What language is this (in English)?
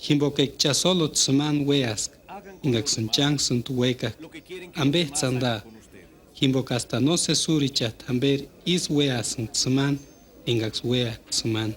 Purepecha